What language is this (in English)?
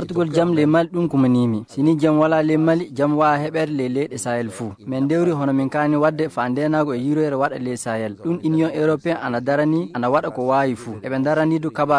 Fula